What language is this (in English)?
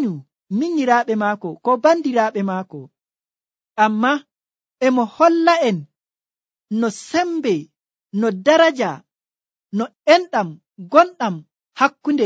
Nigerian Fulfulde